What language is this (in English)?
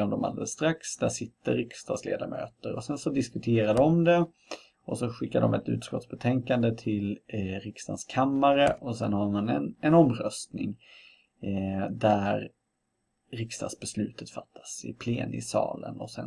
Swedish